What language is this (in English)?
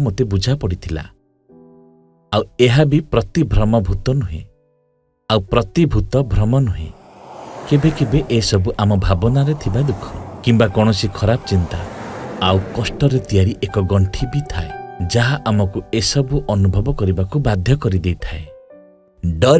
Odia